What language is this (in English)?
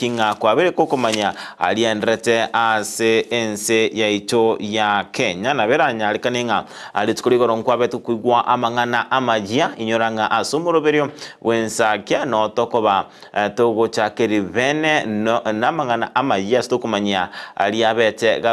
Gusii